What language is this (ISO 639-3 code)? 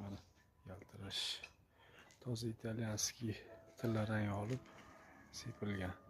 uzb